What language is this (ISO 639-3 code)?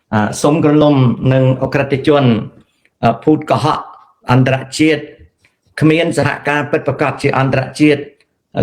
khm